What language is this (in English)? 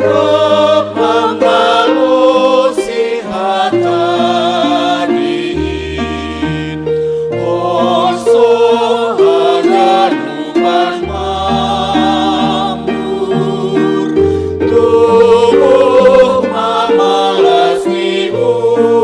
Batak Simalungun